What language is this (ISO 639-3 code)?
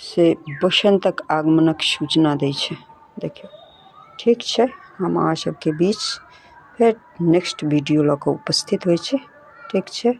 mai